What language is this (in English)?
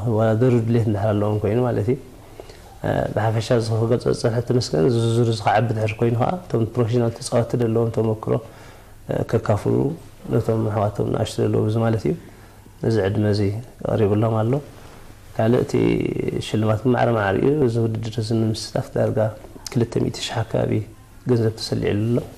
Tigrinya